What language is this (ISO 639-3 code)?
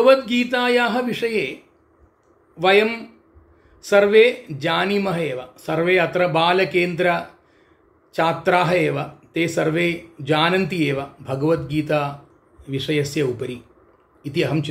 san